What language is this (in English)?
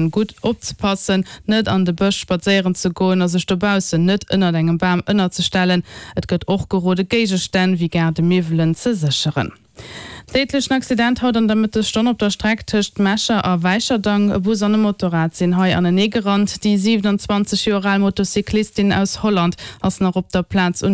Luxembourgish